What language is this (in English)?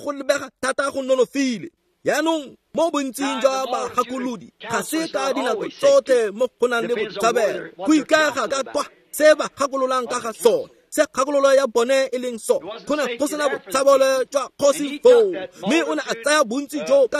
Tswana